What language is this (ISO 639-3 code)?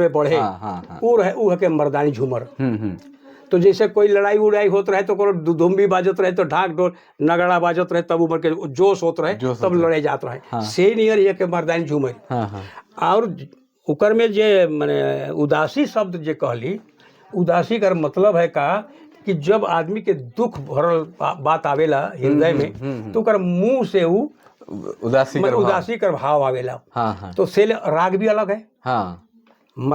sck